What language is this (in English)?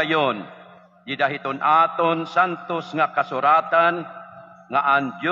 Waray